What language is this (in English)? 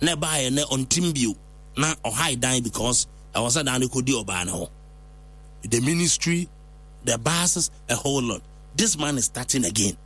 Akan